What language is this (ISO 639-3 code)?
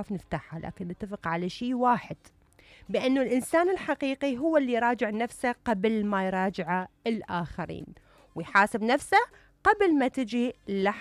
acm